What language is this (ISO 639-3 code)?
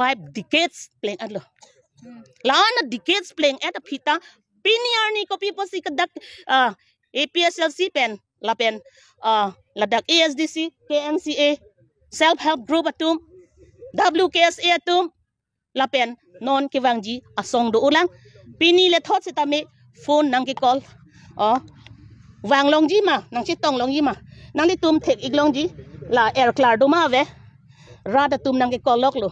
mjw